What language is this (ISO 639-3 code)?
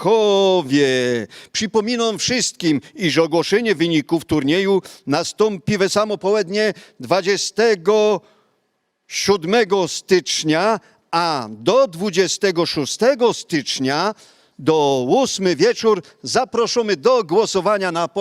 szl